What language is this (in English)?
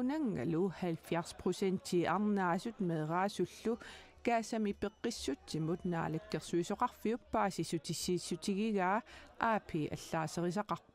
Kalaallisut